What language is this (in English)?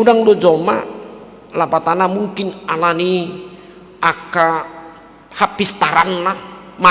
Batak Toba